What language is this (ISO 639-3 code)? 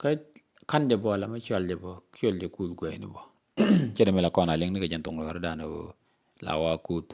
nus